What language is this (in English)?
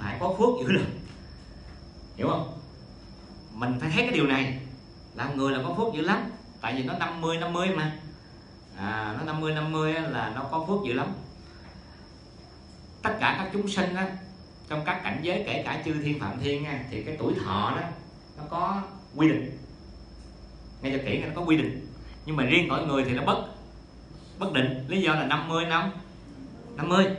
Vietnamese